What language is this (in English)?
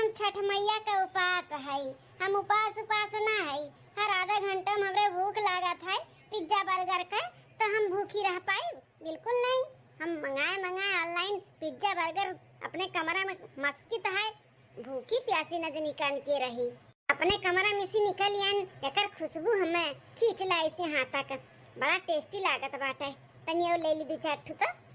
Awadhi